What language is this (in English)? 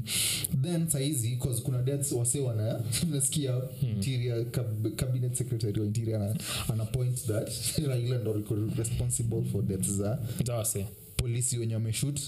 Swahili